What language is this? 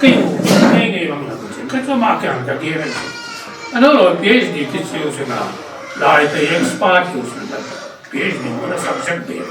Paite Chin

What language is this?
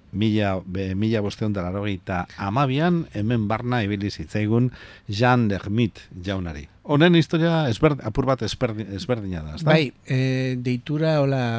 Basque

